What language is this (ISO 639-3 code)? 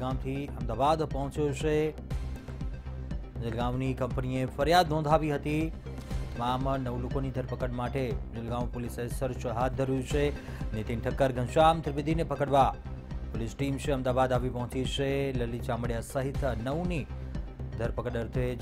guj